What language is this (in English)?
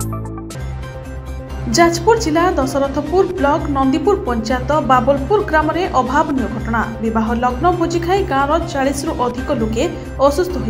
Odia